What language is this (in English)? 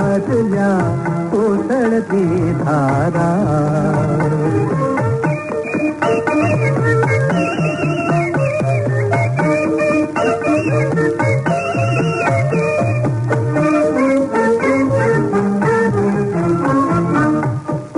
Marathi